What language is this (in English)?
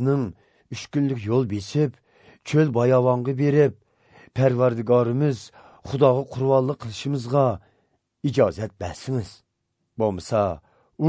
Uyghur